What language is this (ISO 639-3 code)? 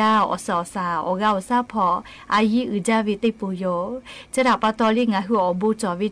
lhu